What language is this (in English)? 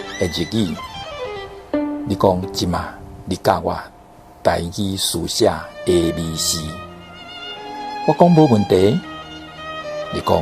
Min Nan Chinese